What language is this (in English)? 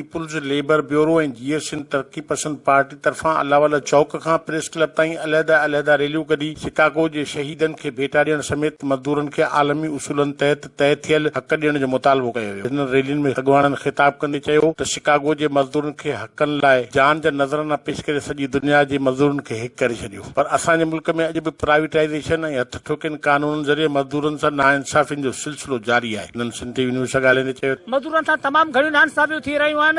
Sindhi